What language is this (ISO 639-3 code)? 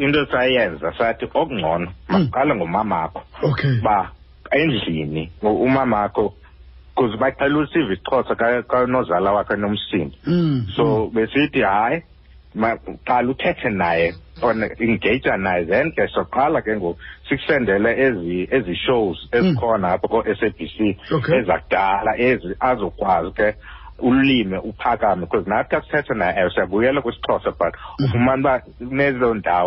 xho